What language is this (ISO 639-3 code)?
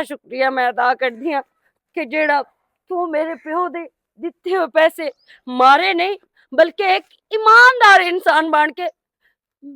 lah